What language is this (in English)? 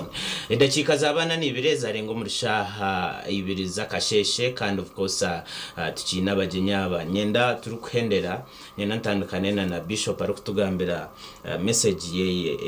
Nyankole